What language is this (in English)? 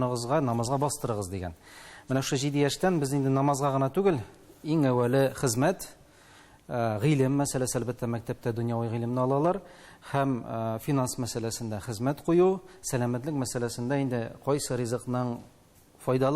Tatar